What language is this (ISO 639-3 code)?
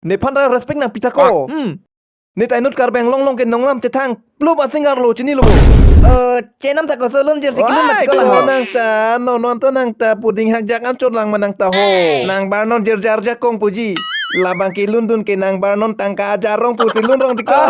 mjw